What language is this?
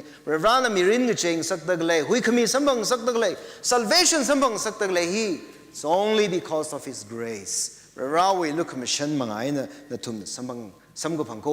Tangkhul Naga (India)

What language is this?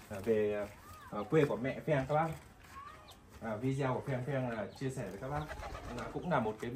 Vietnamese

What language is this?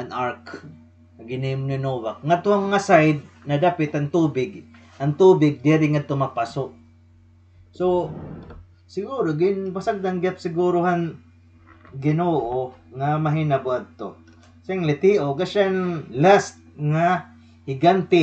Waray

